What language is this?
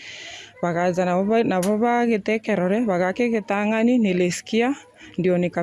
Gusii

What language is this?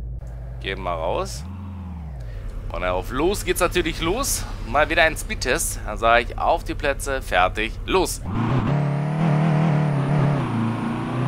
German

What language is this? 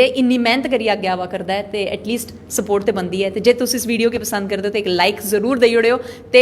Dogri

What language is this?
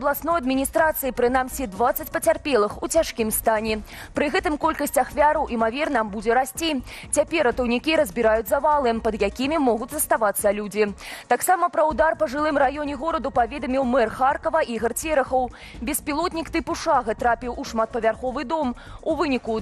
Belarusian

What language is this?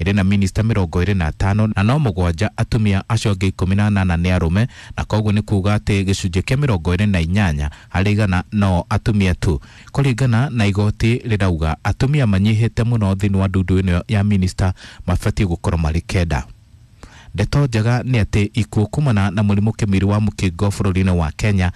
Kikuyu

